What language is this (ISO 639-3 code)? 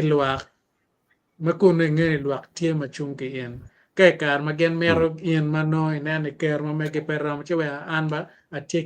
ach